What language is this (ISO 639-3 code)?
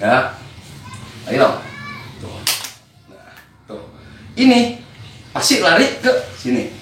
bew